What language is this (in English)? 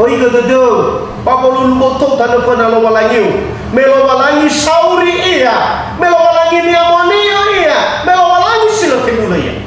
Nias